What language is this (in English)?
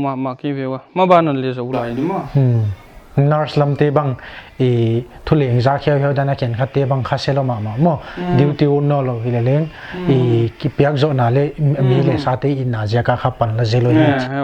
Paite Chin